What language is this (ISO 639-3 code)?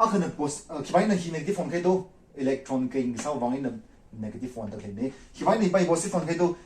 nmf